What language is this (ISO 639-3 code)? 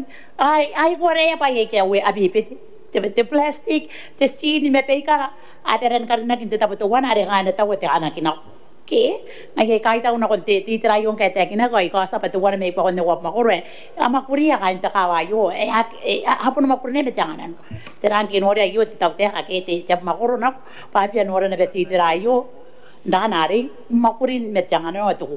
gil